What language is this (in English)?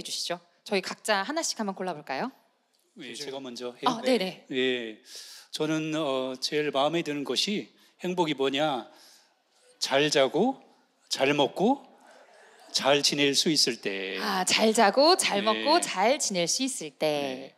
Korean